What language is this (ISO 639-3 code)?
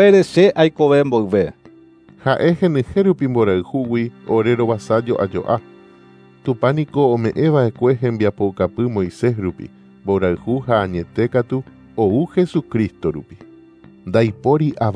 grn